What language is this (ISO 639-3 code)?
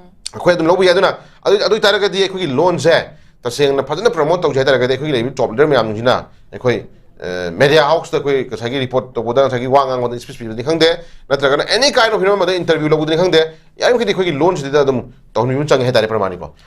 mni